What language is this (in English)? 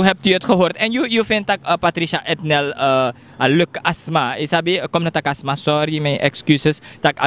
Sranan Tongo